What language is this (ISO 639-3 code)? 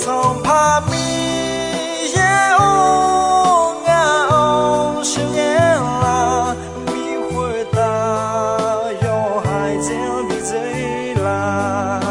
ahk